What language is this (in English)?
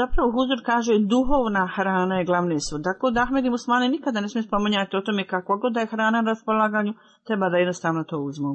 Bosnian